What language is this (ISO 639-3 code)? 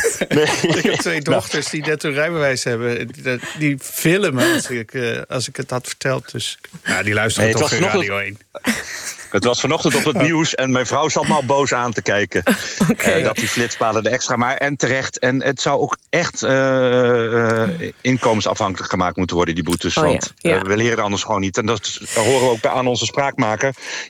nld